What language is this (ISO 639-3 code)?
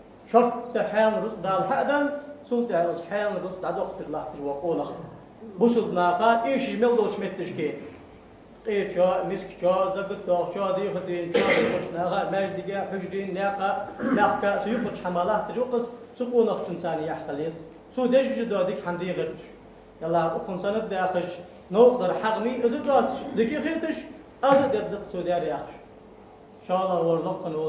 inh